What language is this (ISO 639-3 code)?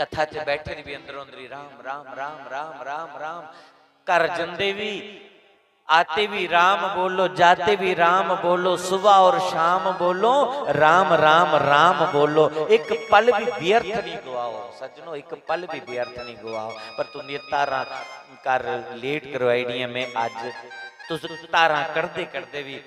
doi